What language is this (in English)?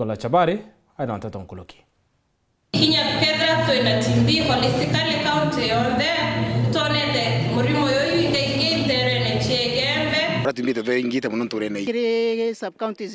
Meru